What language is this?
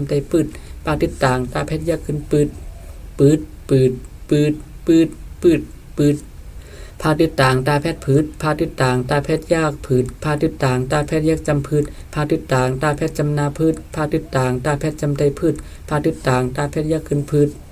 Shan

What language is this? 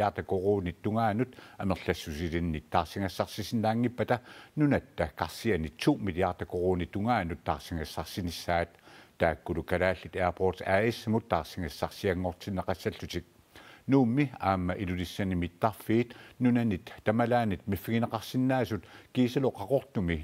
Kalaallisut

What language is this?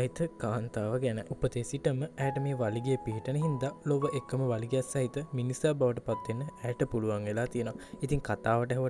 Sinhala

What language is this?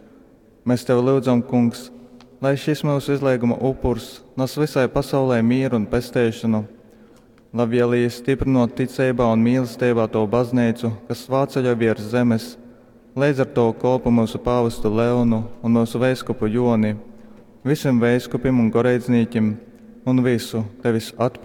Latgalian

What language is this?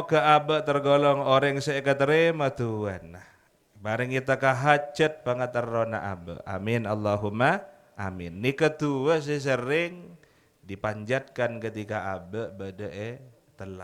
Madurese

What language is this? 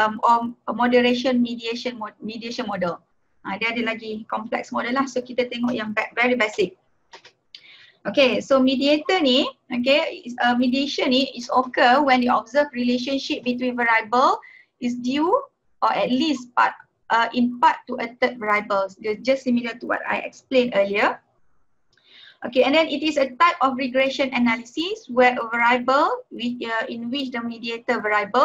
Malay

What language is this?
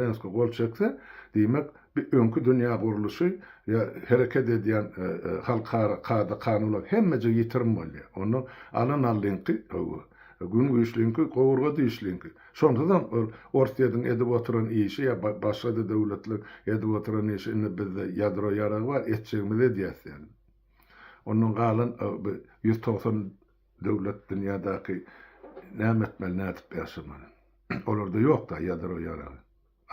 Turkmen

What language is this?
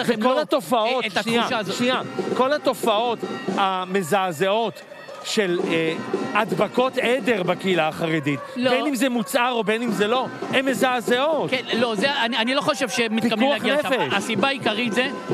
Hebrew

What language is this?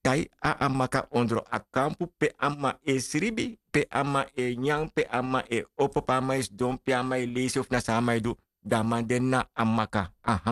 Sranan Tongo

